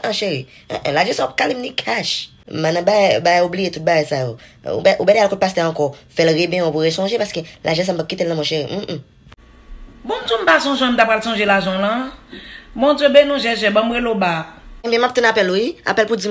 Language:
Haitian Creole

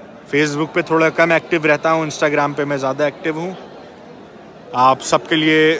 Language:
Urdu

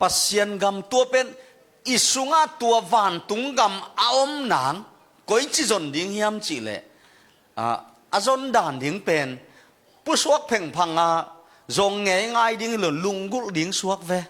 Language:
Tedim Chin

